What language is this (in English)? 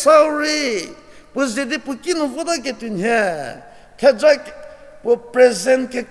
Angami Naga